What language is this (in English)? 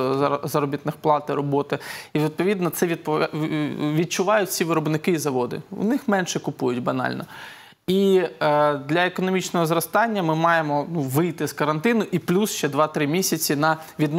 Ukrainian